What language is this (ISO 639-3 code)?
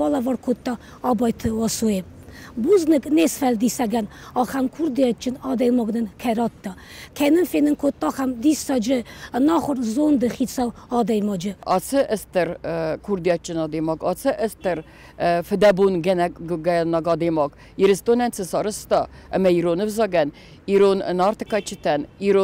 oss